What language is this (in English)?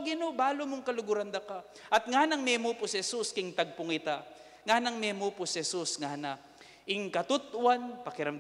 Pampanga